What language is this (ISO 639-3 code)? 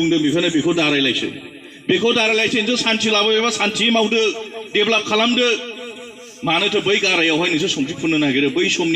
brx